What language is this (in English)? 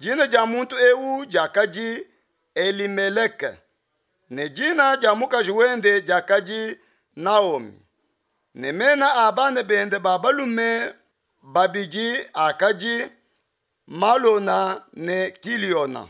Luba-Lulua